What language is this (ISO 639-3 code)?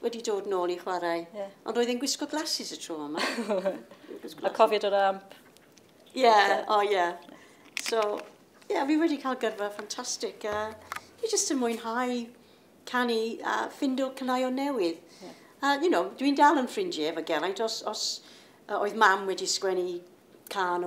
cym